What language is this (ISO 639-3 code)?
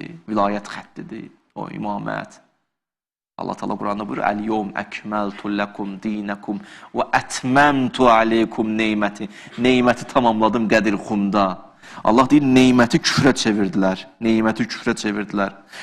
aze